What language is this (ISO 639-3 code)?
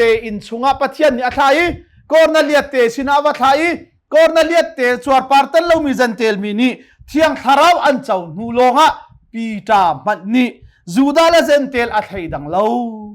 cnh